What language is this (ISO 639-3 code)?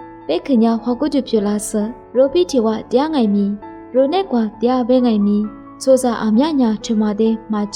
lis